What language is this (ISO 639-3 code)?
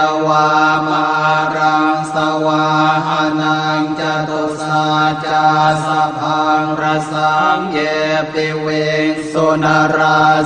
pli